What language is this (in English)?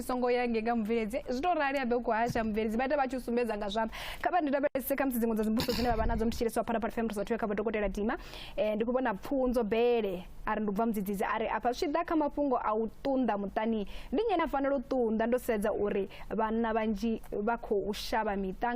Venda